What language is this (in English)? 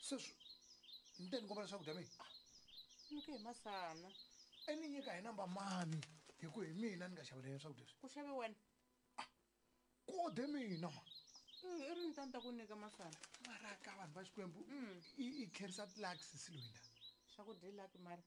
Tsonga